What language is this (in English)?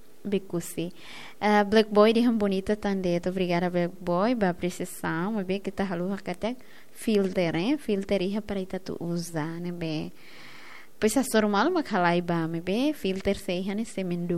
Tetum